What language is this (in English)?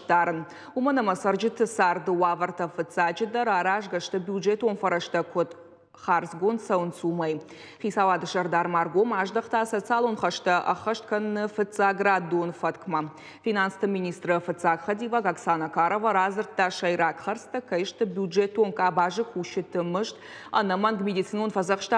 Ossetic